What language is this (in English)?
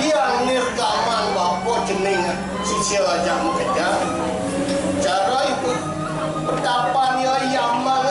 Balinese